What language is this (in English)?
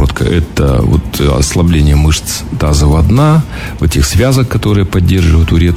Russian